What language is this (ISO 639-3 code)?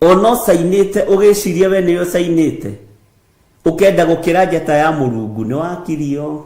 kik